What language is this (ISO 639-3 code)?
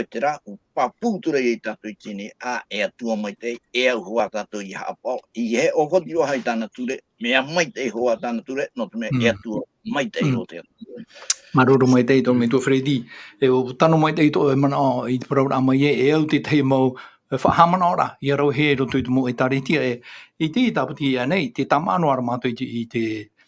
tah